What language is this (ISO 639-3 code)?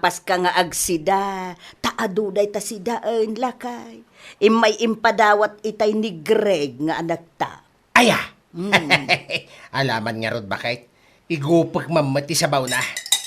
ilo